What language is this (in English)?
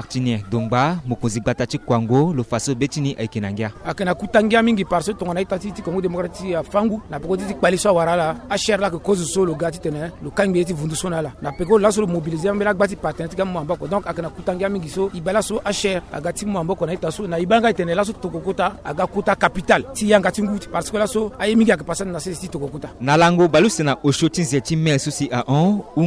Sango